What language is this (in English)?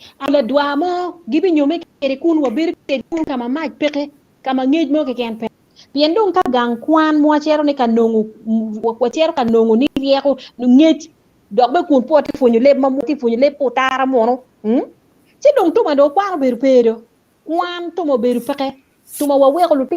Acoli